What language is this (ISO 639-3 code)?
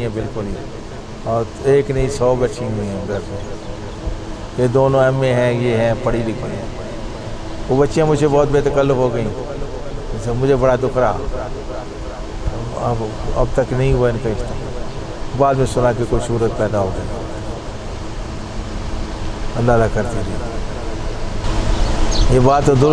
urd